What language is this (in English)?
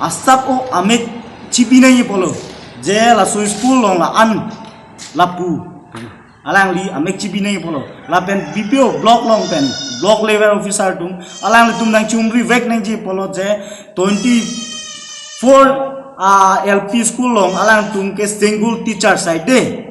Karbi